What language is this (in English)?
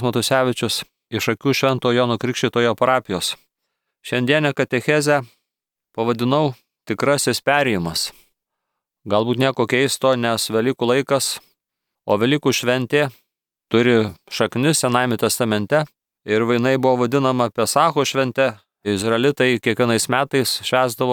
Lithuanian